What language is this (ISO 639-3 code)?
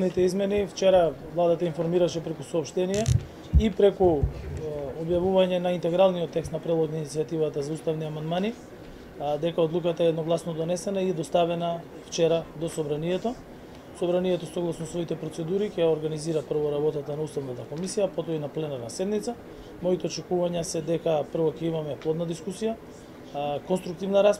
mkd